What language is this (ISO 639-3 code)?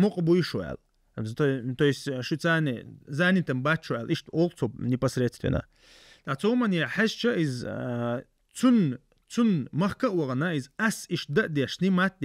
che